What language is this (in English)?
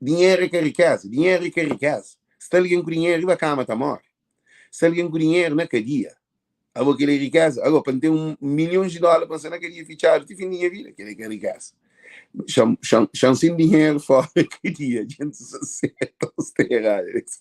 Kabuverdianu